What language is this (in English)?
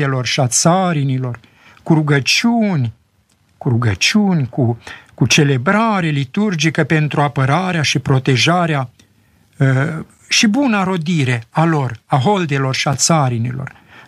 Romanian